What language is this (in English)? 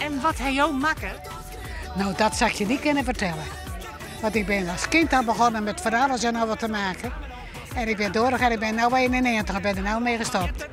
Western Frisian